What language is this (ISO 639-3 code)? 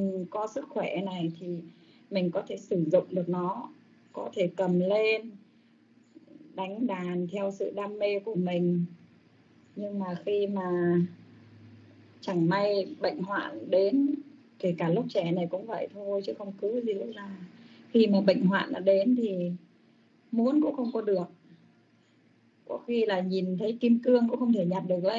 vie